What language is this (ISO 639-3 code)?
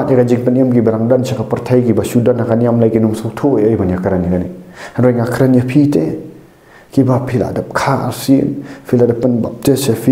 kha